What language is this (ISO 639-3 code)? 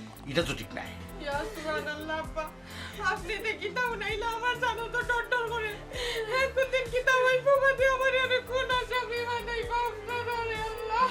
syl